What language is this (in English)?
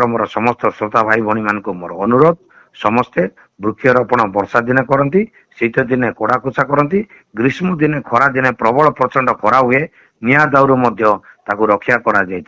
Odia